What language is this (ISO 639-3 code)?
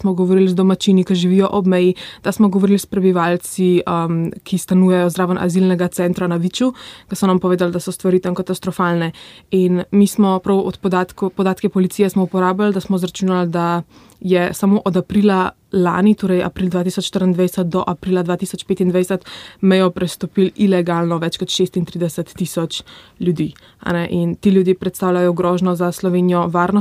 slv